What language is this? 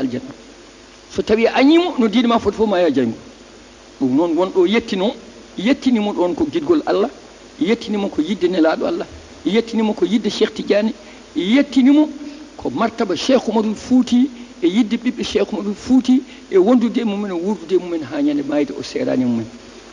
Fula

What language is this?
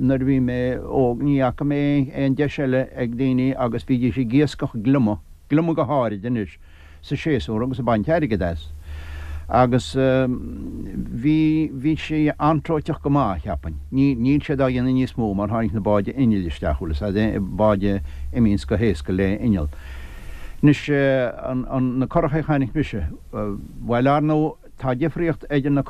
Irish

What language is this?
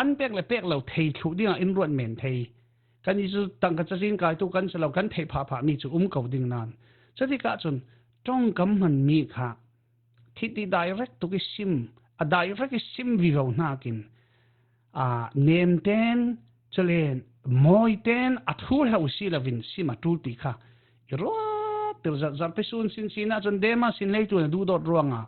Falam Chin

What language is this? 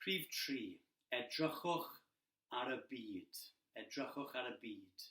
Welsh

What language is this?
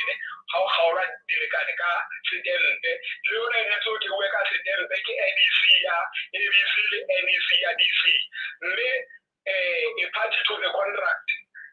Southern Sotho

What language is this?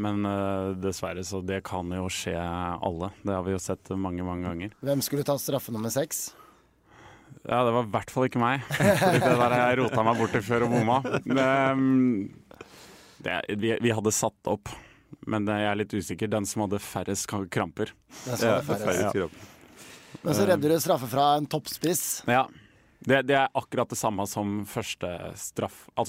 Norwegian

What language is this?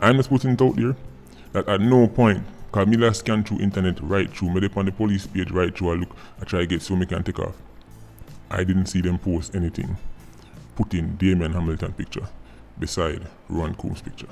Jamaican Creole English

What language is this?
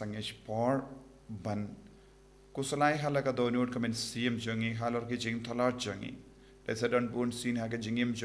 Khasi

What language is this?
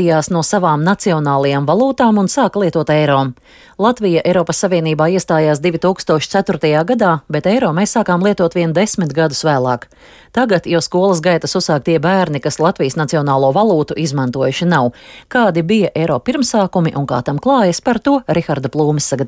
Latvian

